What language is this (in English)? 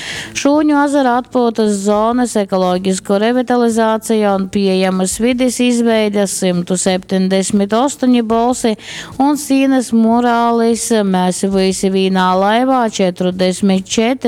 Latgalian